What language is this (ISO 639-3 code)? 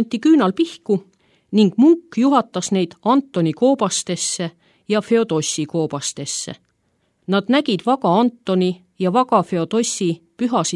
est